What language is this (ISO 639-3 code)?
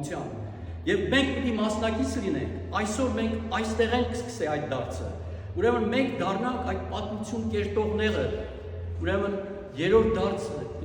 hyw